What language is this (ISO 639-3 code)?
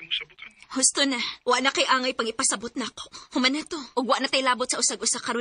ceb